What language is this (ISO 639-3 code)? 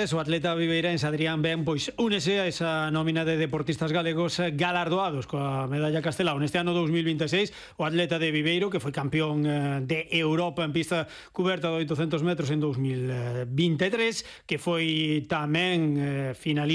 glg